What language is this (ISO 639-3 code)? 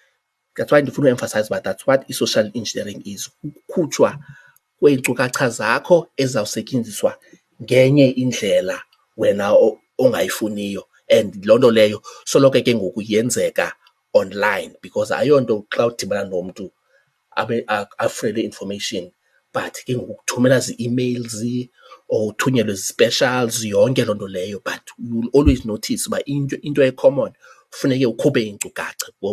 xho